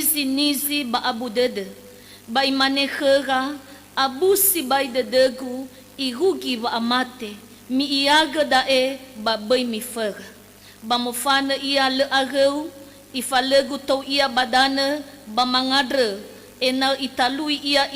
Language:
Nias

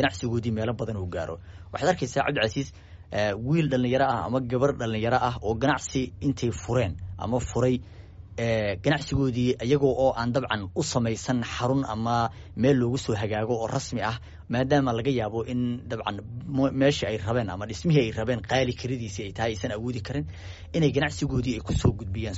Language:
Somali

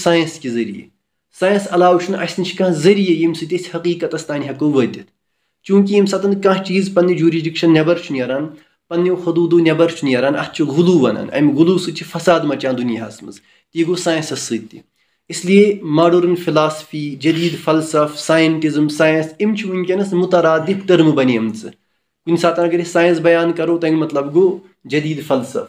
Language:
Kashmiri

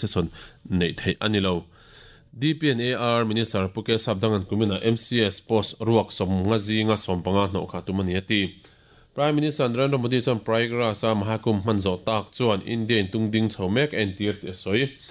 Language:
Mizo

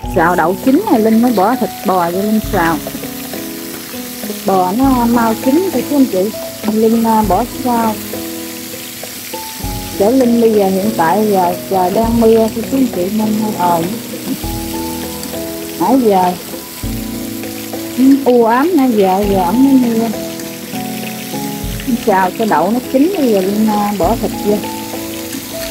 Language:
Vietnamese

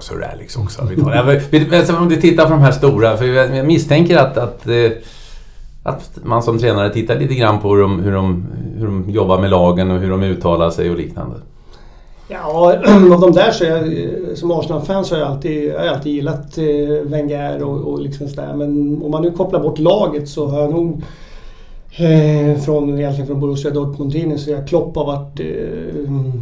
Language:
Swedish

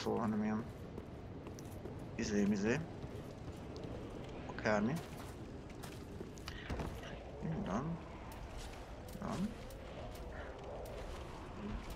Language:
Hungarian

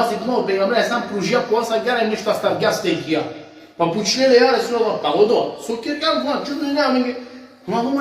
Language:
Balkan Romani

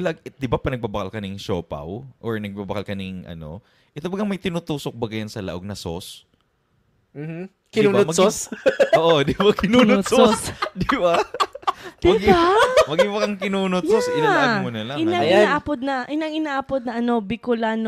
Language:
Bikol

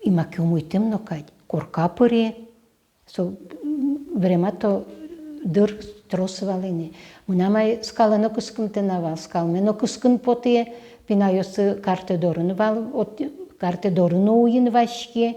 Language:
Udmurt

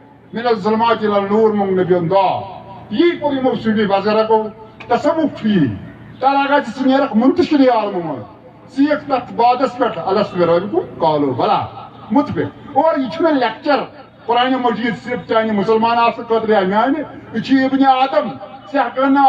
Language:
Kashmiri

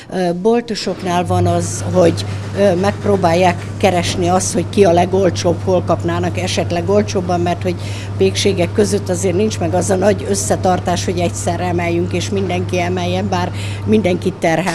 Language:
Hungarian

